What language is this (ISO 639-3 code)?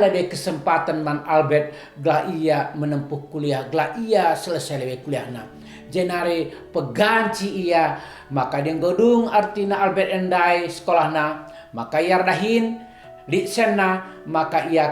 btx